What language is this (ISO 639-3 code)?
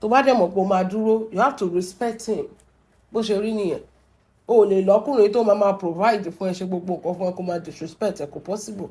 yor